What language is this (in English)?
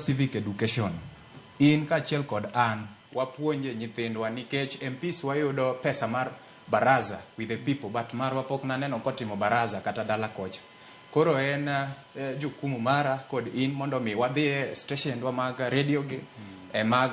Luo (Kenya and Tanzania)